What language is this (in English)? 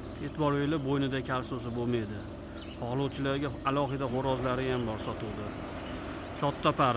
Uzbek